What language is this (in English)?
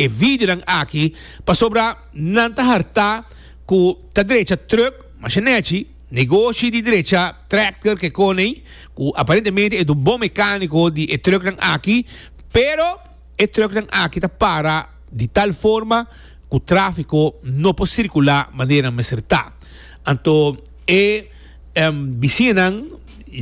Papiamento